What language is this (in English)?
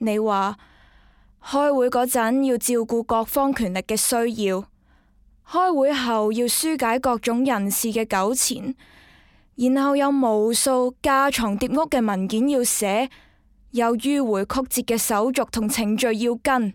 Cantonese